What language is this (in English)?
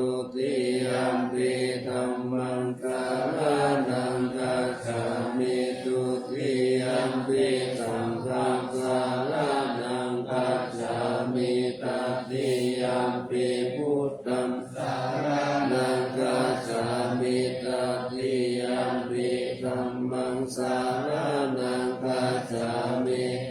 Pali